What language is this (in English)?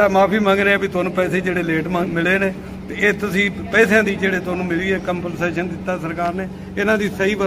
Punjabi